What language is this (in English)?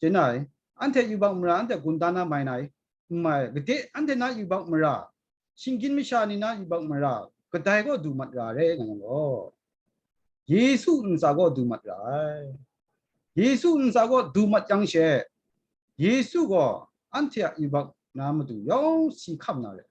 Kachin